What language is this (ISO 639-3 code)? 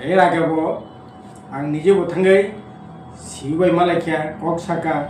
trp